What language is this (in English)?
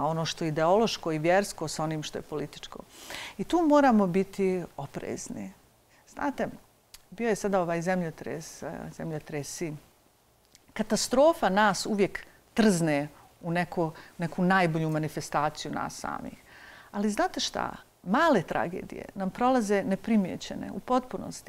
Bosnian